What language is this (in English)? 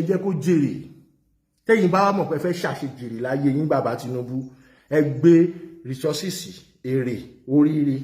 Yoruba